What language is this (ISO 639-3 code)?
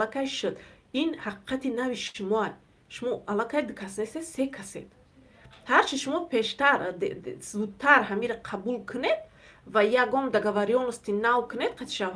tgk